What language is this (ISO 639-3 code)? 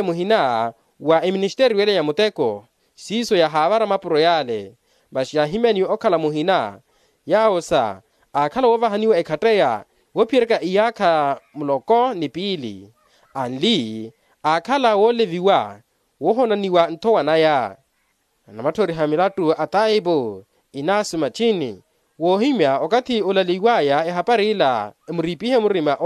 vmw